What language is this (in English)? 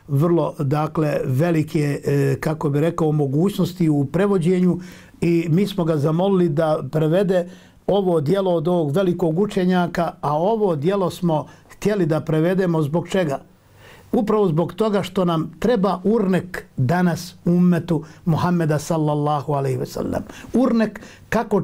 Bosnian